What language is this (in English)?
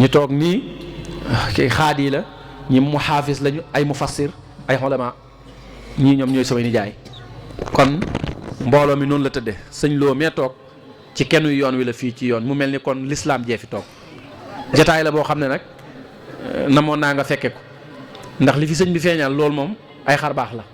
Wolof